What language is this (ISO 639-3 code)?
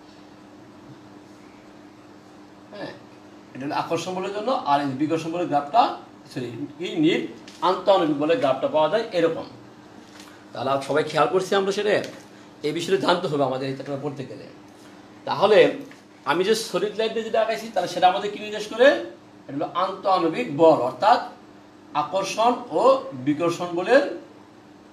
ben